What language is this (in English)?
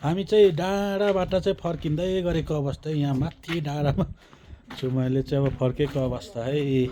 Nepali